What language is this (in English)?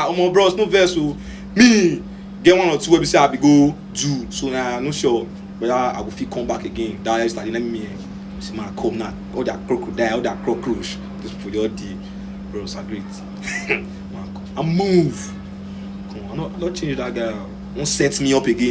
Nigerian Pidgin